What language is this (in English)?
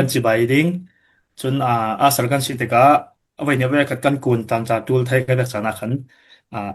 Falam Chin